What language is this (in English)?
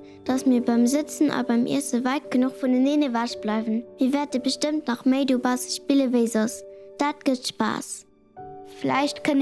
Luxembourgish